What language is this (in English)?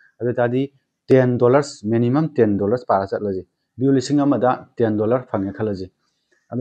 Manipuri